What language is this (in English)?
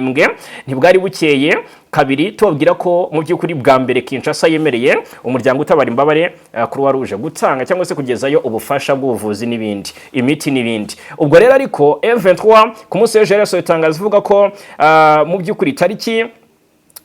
Kinyarwanda